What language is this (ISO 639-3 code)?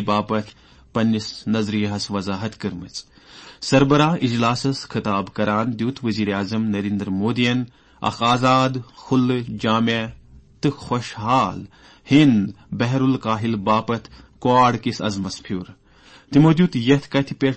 kas